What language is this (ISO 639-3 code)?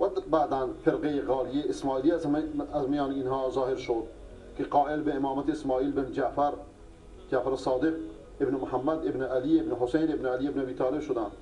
fas